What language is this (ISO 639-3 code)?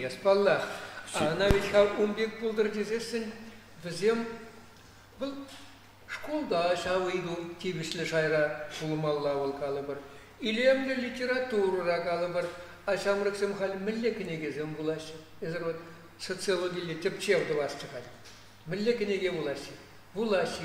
chv